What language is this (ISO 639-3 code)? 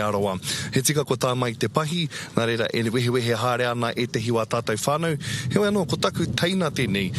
mri